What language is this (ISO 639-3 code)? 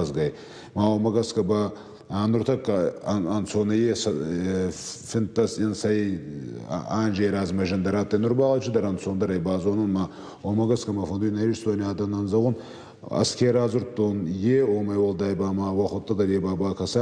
oss